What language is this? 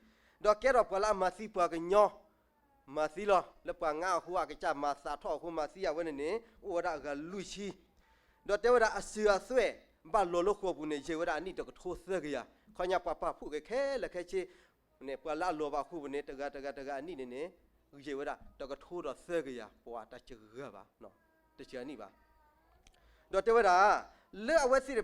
S'gaw Karen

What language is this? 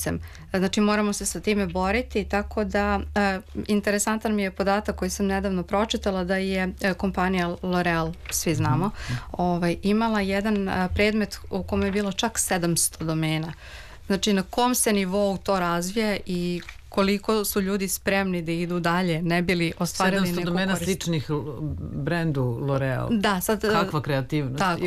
Serbian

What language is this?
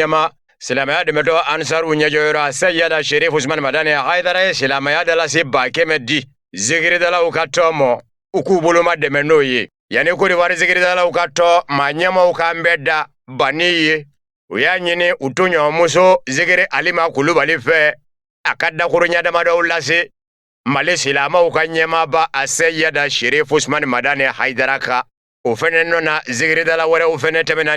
Bambara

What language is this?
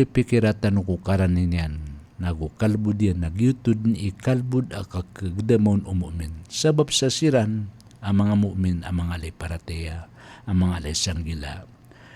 Maranao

